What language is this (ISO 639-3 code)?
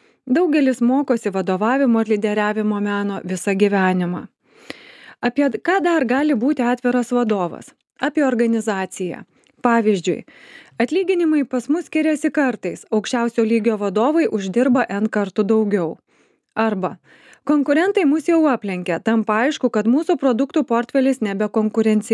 lit